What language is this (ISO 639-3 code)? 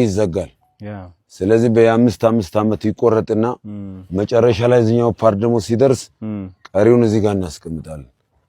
amh